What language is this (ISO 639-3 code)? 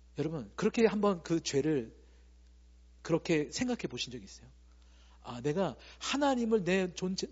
kor